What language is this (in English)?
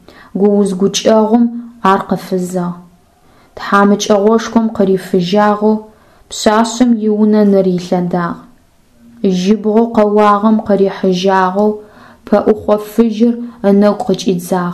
Adyghe